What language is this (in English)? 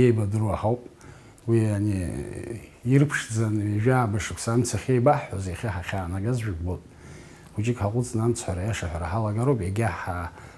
Abkhazian